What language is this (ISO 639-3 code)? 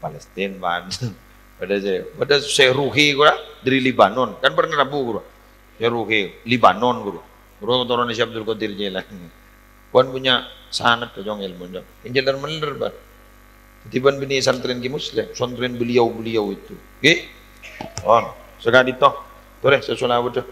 mad